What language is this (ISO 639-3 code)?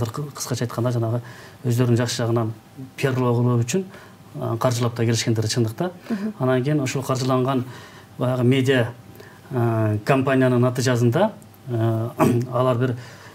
kir